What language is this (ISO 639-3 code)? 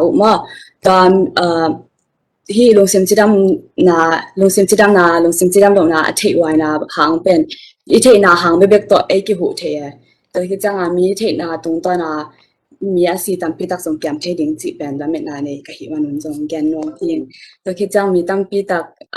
ctd